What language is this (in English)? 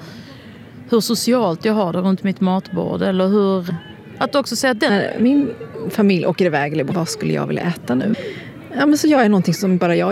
Swedish